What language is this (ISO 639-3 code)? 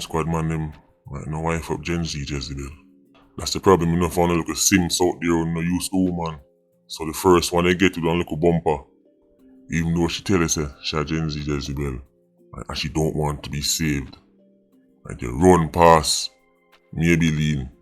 jam